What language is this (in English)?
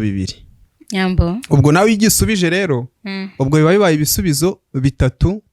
Kinyarwanda